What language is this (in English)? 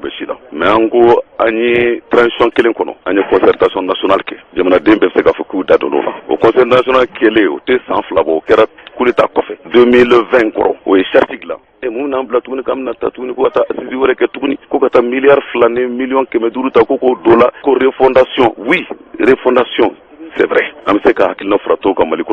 Bambara